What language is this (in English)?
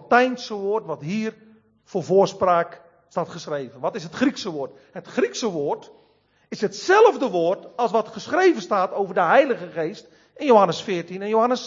Dutch